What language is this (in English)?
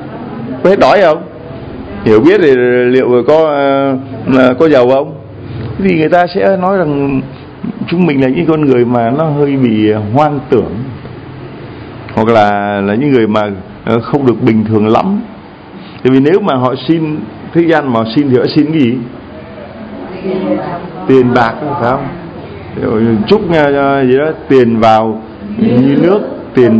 Vietnamese